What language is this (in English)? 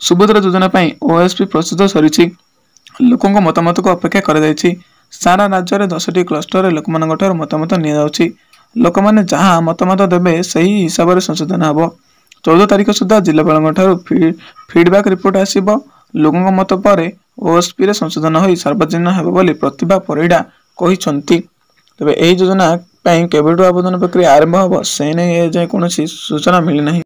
Odia